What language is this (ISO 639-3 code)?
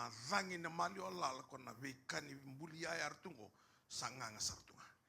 fij